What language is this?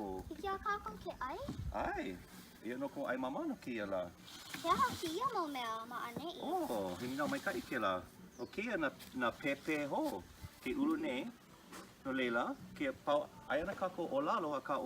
Hawaiian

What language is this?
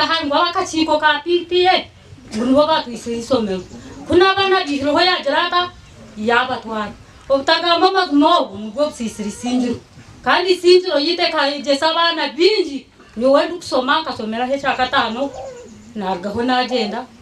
Nyankole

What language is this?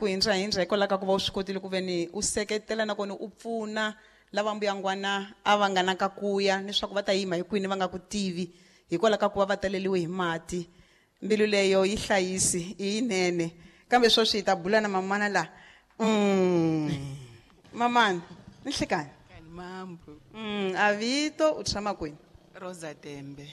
Tsonga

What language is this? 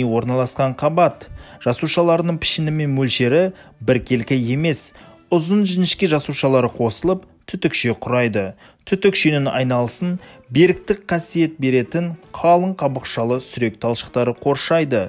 Kazakh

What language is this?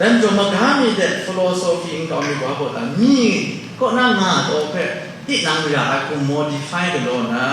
Kachin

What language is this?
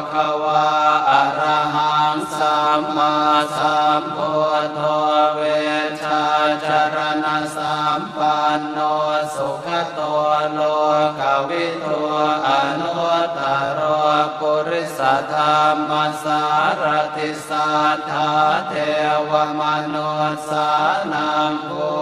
Pali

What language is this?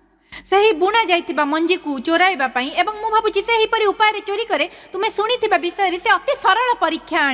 Odia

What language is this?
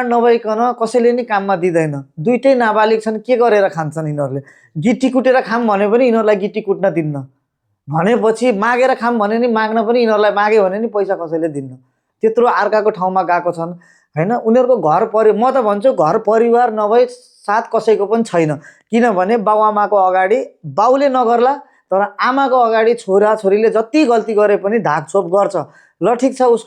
Nepali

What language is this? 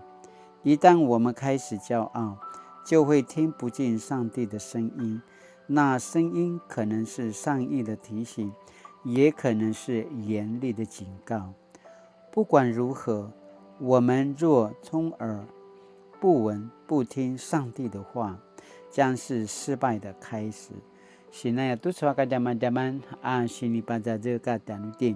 Paiwan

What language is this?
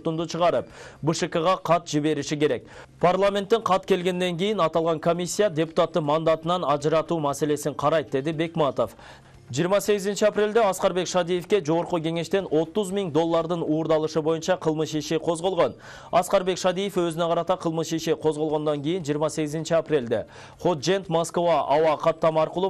Kyrgyz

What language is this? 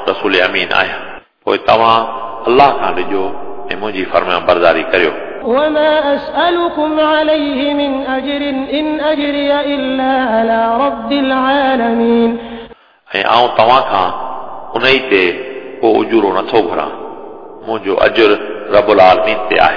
Sindhi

